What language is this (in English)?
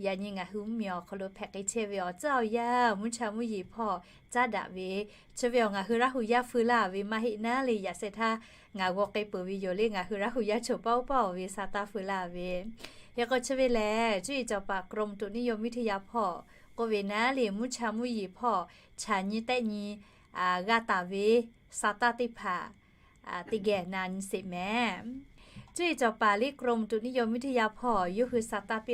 Lahu